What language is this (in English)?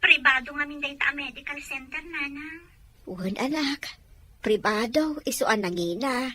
Iloko